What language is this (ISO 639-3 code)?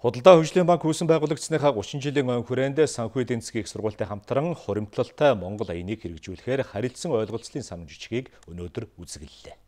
mon